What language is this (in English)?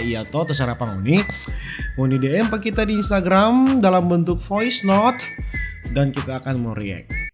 Manado Malay